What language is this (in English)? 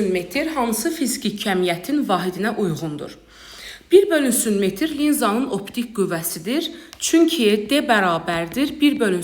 Azerbaijani